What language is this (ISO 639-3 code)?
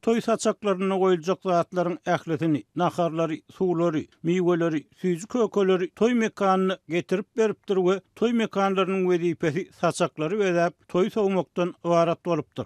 tuk